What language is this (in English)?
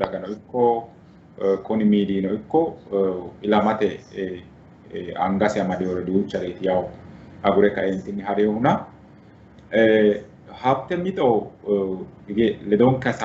Sidamo